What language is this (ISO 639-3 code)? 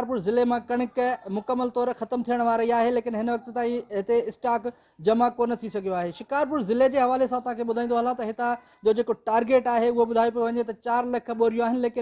snd